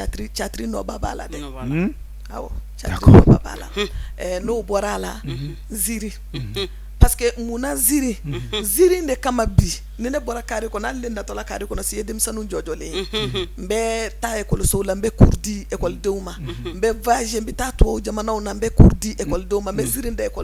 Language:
Bambara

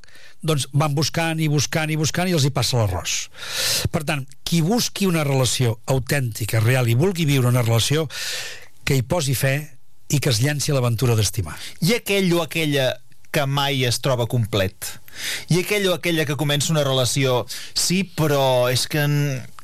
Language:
Catalan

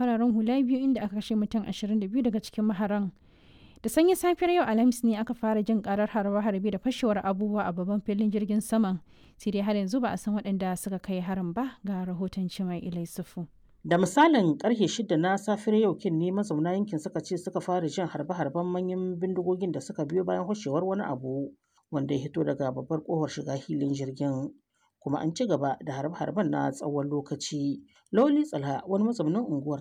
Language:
Hausa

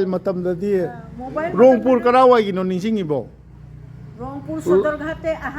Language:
Manipuri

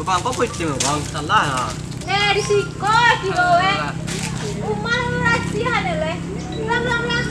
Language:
Minangkabau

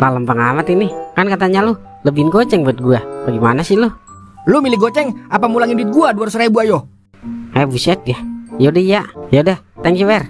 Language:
Betawi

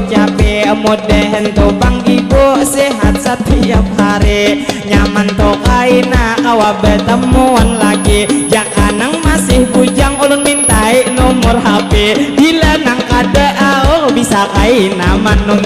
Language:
Banjar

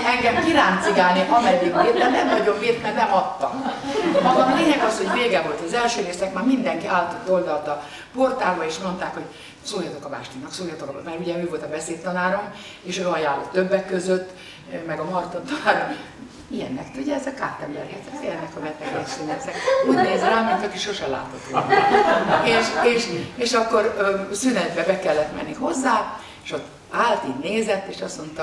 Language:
Hungarian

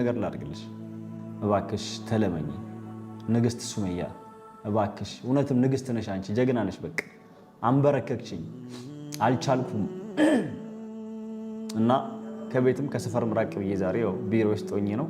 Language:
Amharic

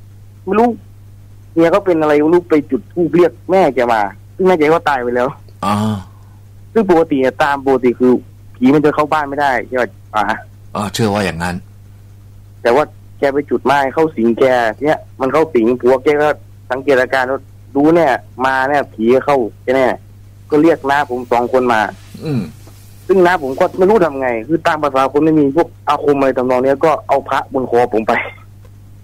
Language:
Thai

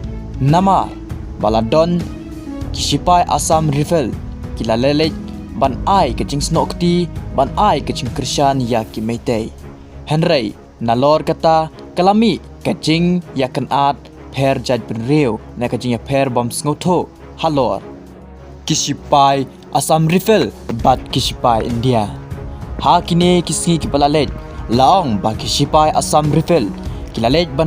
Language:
Khasi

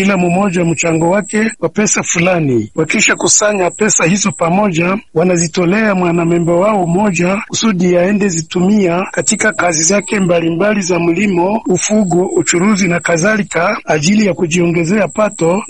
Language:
Swahili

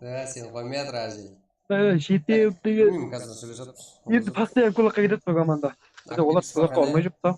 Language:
Kara-Kalpak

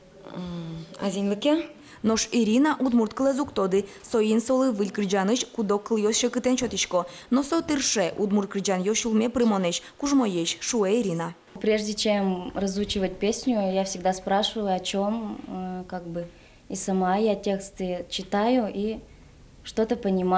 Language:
Udmurt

